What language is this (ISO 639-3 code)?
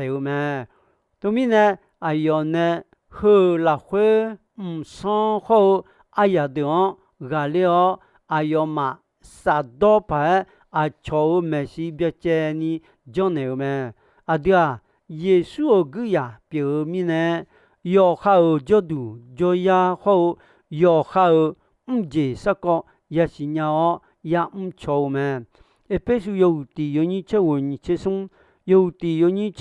ahk